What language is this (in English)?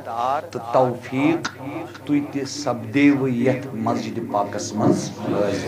Kashmiri